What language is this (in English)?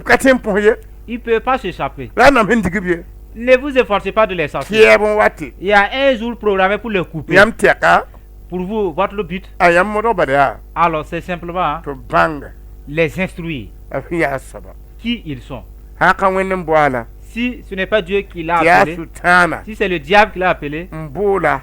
Mossi